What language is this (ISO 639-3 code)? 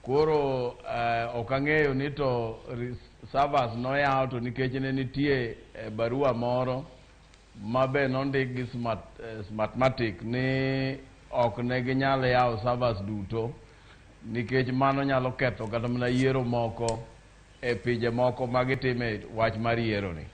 luo